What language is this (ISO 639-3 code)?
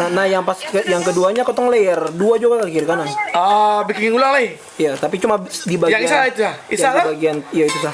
abs